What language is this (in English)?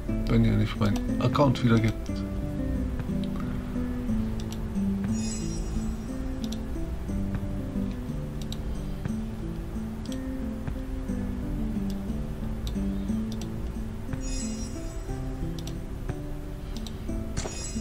German